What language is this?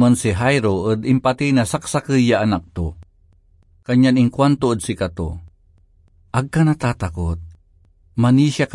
Pangasinan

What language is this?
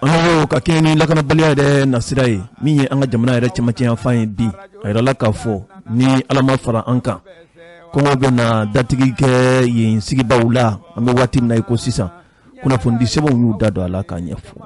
Bambara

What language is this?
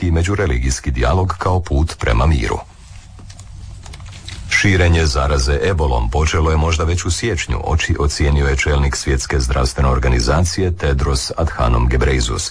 Croatian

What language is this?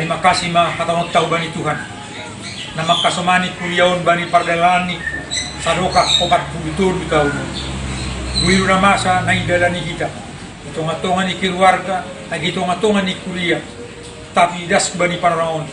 Batak Simalungun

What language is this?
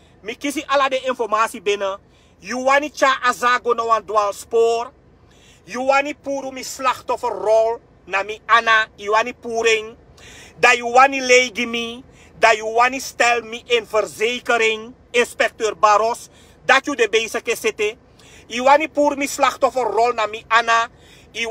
Sranan Tongo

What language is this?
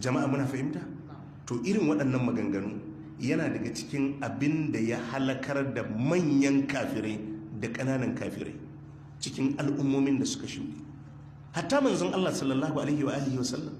Hausa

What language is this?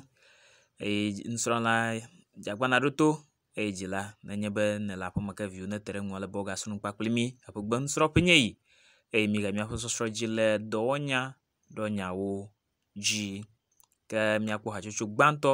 Ewe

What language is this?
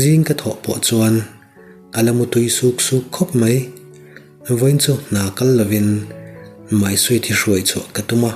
Mizo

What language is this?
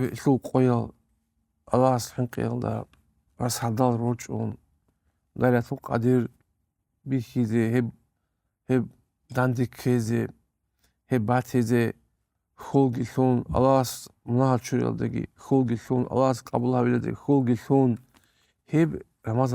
Avaric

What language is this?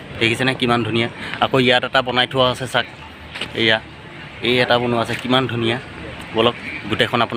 Assamese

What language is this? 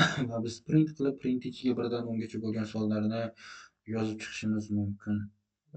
Uzbek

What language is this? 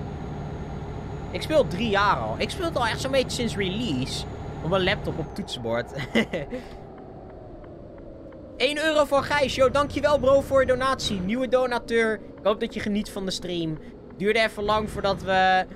Dutch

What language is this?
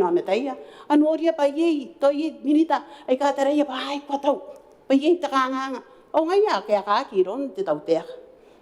Gilbertese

